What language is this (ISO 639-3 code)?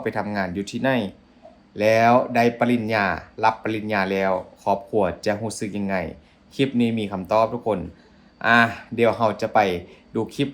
lao